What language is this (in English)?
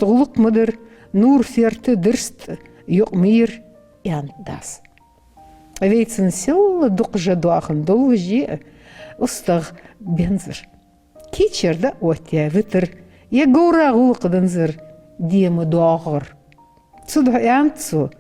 Ingush